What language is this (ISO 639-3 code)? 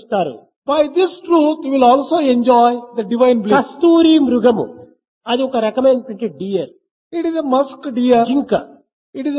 tel